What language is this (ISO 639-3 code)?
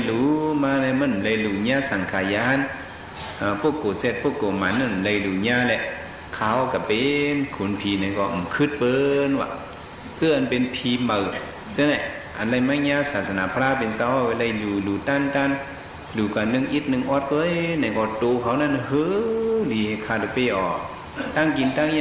shn